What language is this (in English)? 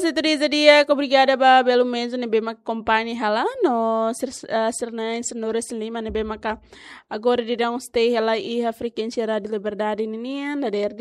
Tetum